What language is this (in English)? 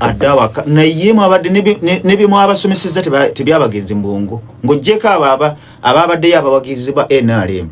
Ganda